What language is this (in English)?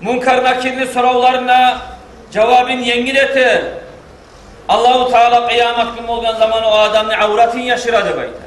Kumyk